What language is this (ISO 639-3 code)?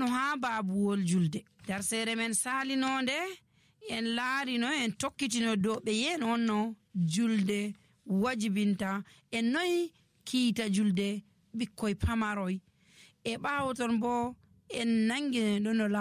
fuv